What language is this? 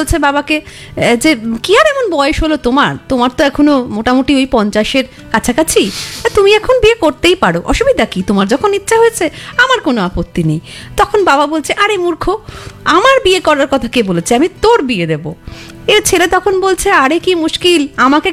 Bangla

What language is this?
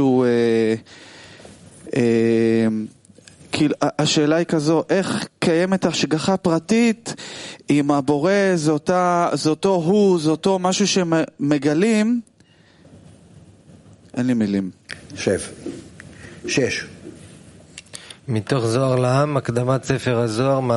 Hebrew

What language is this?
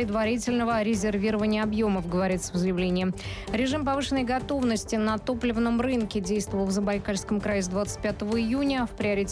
Russian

